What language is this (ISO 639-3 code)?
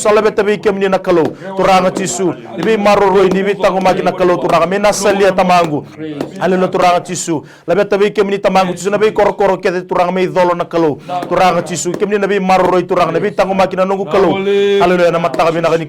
fij